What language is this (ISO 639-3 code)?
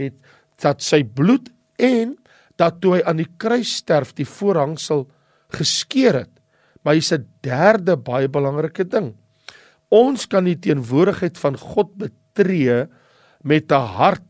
afr